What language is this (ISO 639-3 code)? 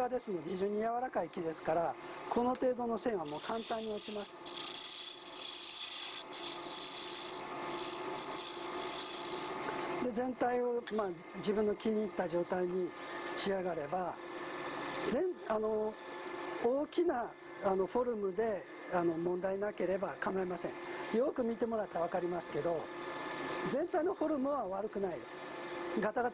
jpn